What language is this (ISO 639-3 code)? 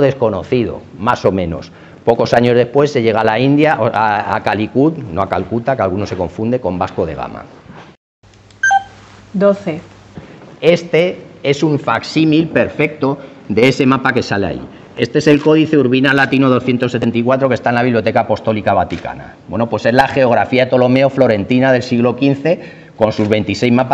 spa